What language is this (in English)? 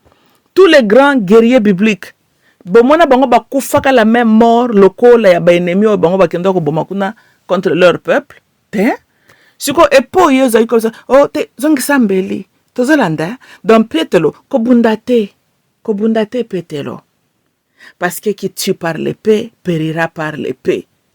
Lingala